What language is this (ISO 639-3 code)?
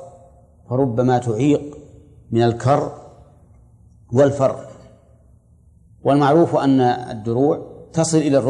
ara